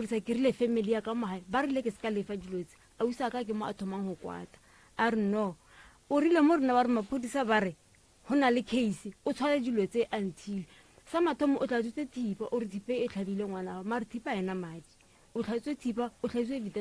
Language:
Northern Sotho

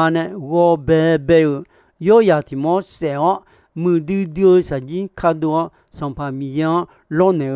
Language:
Akha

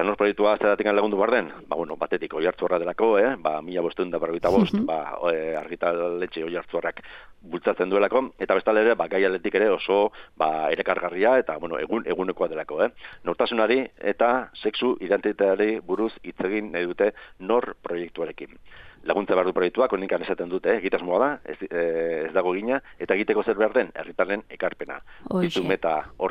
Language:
Basque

